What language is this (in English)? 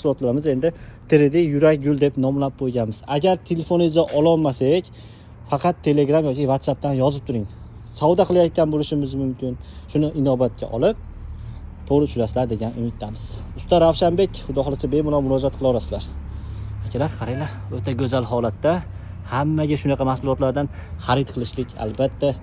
Uzbek